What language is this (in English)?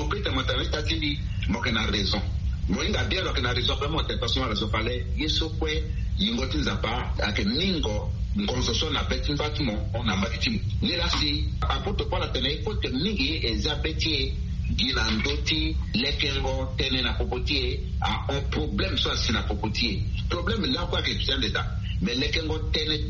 Sango